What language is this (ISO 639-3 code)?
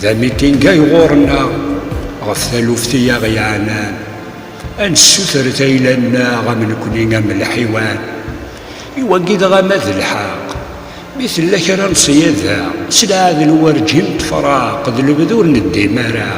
kab